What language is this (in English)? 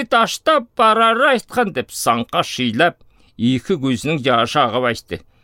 Southern Altai